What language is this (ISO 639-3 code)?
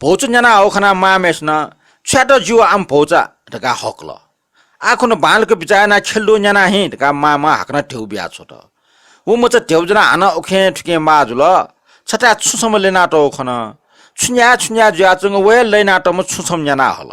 new